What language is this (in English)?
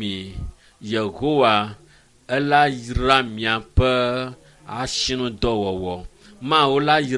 Ewe